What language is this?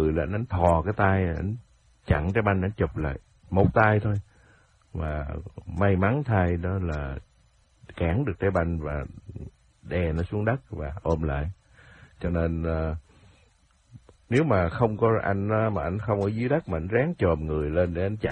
Vietnamese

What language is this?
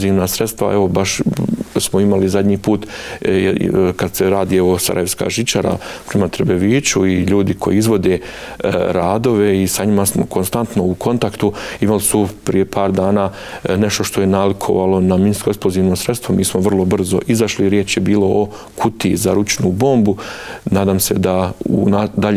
Bosnian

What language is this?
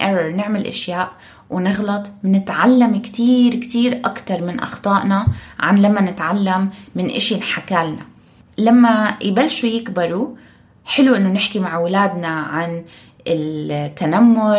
North Levantine Arabic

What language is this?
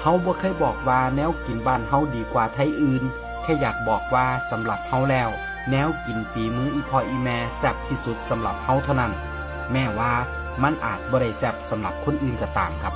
Northeastern Thai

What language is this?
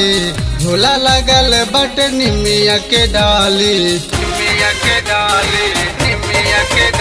Bhojpuri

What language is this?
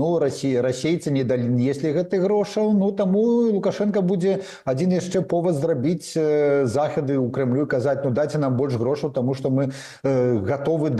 Belarusian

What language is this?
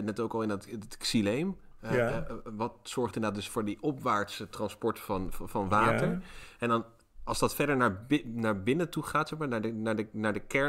Dutch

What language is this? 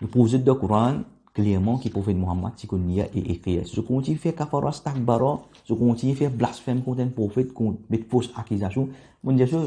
Morisyen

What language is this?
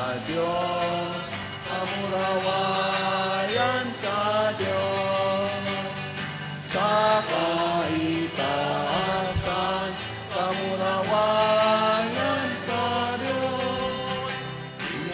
Bikol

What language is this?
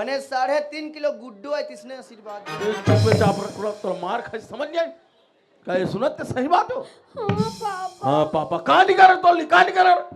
Chhattisgarhi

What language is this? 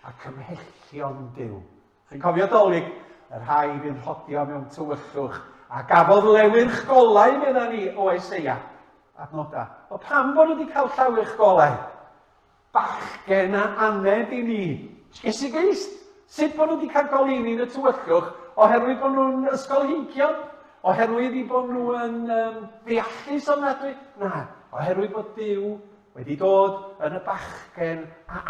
Welsh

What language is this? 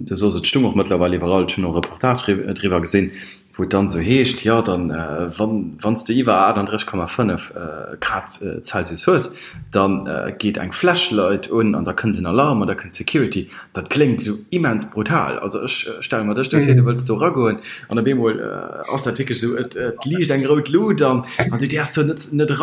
Luxembourgish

